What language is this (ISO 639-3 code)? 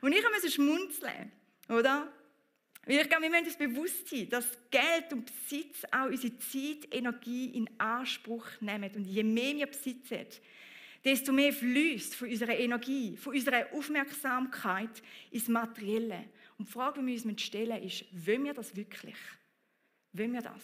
gsw